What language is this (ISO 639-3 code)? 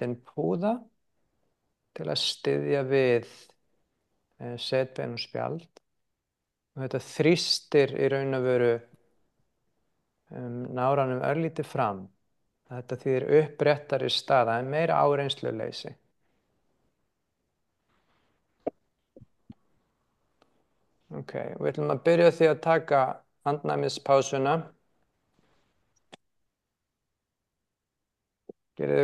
isl